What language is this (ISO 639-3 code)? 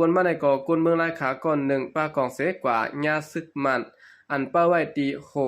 shn